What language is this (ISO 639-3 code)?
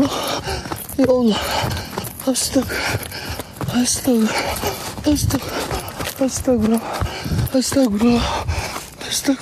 ind